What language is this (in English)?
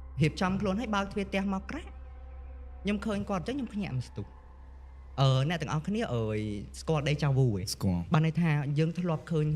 Khmer